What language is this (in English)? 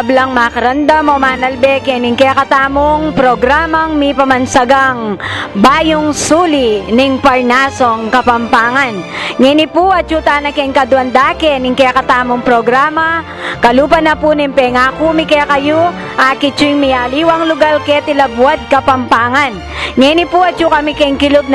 Pampanga